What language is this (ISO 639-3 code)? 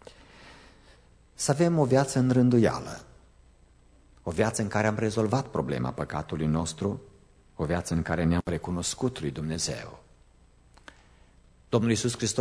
ron